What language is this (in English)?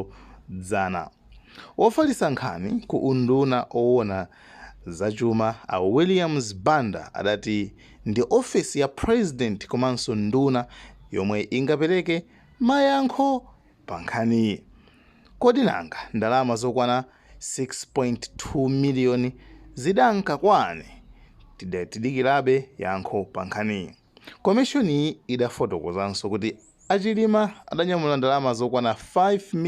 Nyanja